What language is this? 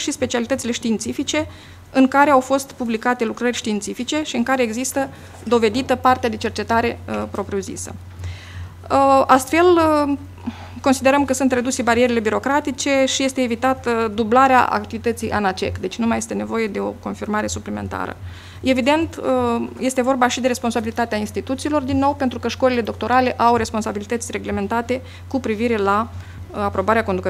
Romanian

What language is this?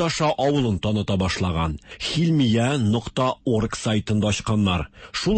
Tatar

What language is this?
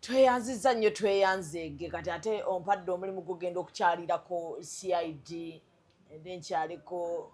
Ganda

